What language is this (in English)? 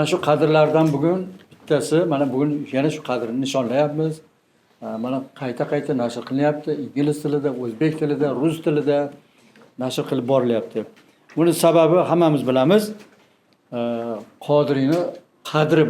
Uzbek